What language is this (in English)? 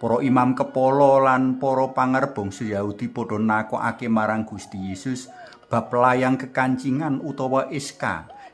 Javanese